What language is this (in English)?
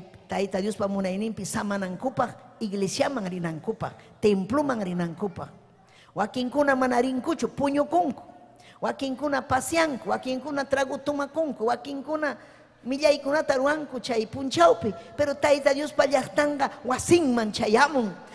Ayacucho Quechua